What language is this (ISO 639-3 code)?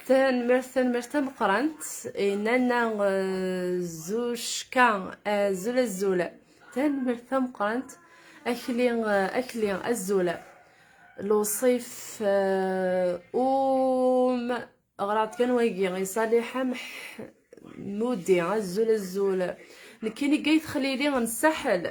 kab